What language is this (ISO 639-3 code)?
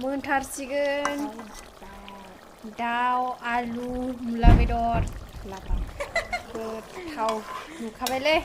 brx